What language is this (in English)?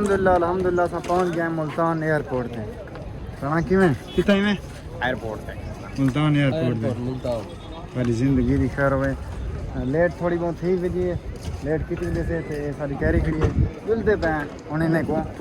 Saraiki